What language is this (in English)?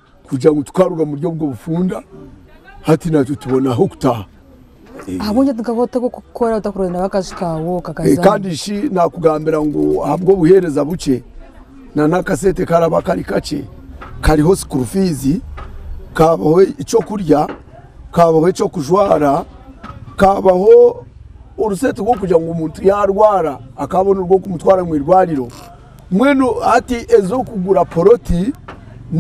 Nyankole